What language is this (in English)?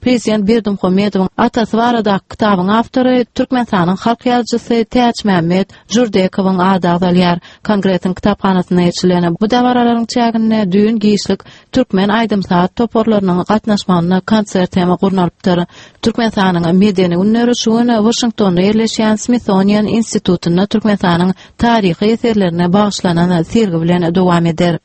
Turkmen